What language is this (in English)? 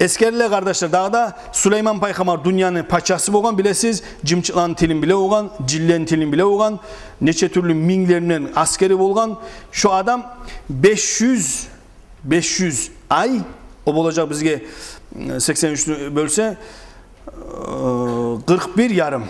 Kumyk